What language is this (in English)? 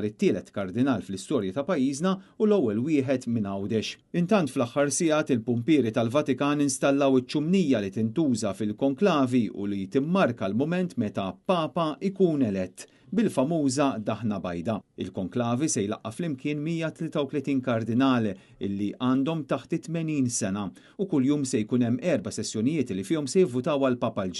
Maltese